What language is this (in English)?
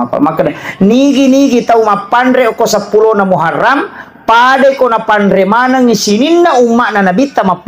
Buginese